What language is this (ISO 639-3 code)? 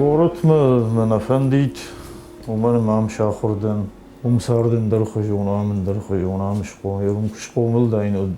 oss